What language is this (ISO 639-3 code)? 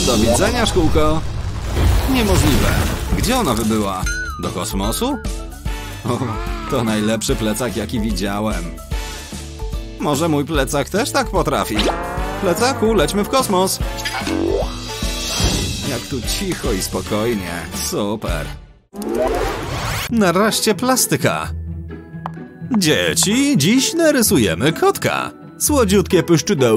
pol